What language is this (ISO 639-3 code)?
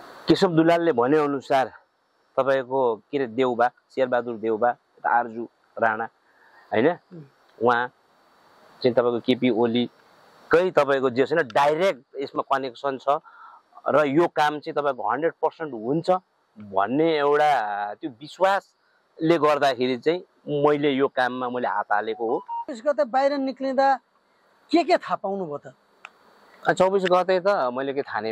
nep